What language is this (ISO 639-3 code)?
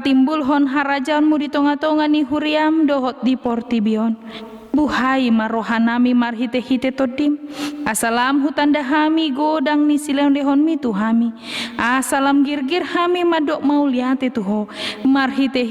bbc